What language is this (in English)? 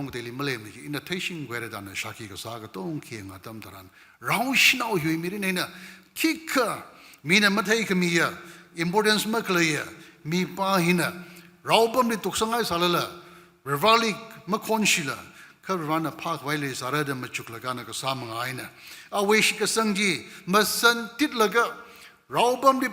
Tangkhul Naga (India)